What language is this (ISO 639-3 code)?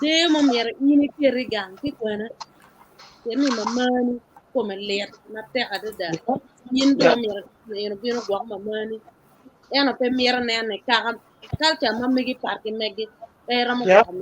ach